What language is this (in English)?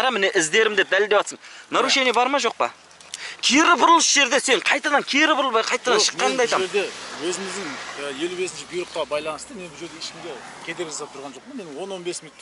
Kazakh